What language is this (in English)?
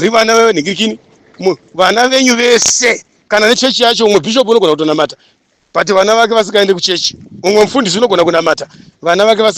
Shona